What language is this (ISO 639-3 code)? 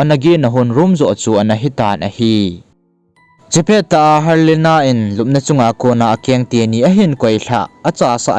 tcz